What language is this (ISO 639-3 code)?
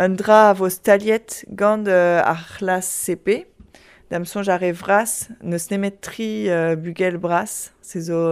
bre